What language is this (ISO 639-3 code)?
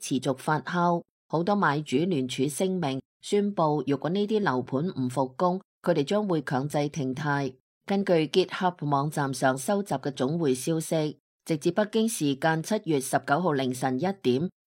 yue